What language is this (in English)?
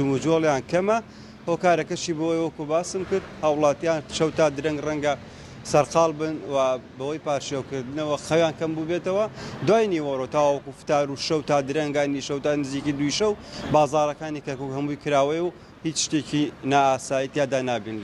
Central Kurdish